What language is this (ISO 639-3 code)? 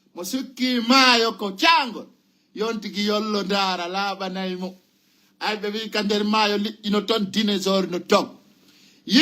ful